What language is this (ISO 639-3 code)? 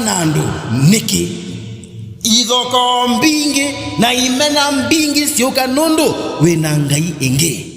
kam